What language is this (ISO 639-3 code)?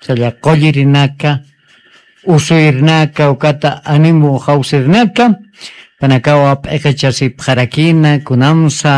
aym